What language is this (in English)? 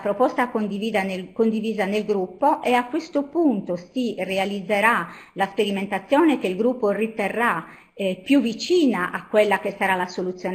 Italian